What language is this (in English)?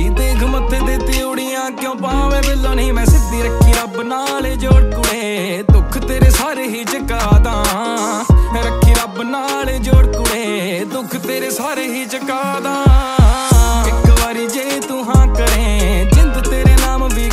Punjabi